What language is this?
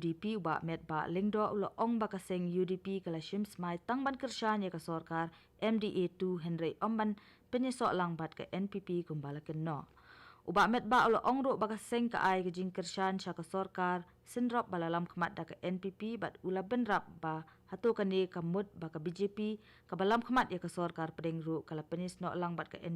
Khasi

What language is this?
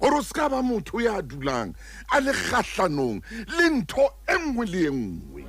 Southern Sotho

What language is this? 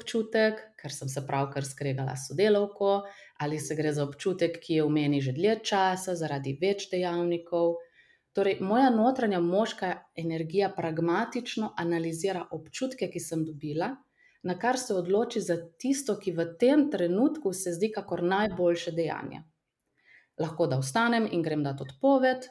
Slovenian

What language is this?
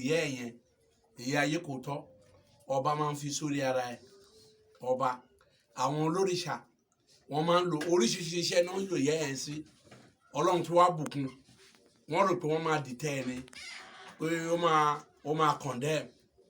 Yoruba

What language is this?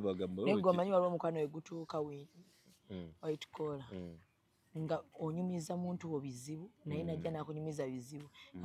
Ganda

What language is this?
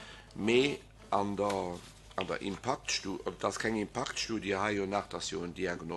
Luxembourgish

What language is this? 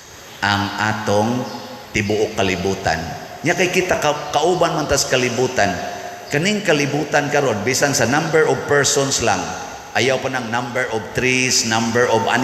Cebuano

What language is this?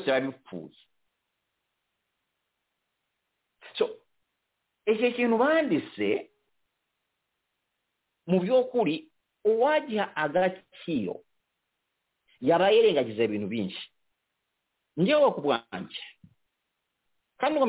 Kinyarwanda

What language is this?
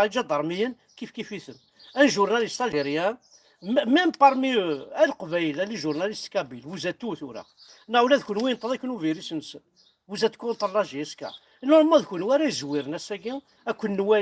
Kabyle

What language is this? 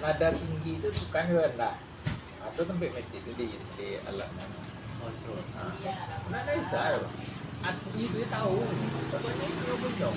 Minangkabau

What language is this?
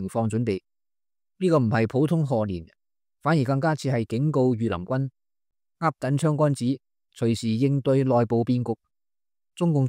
Cantonese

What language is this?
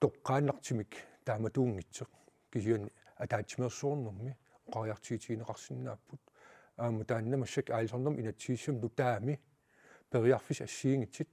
Kalaallisut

